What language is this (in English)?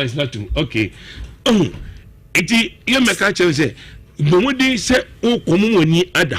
Akan